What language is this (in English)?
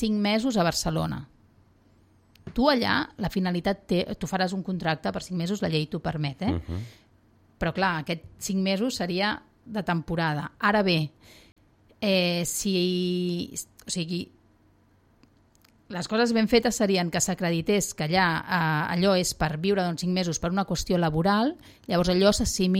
Catalan